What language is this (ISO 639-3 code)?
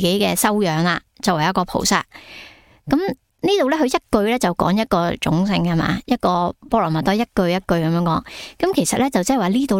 yue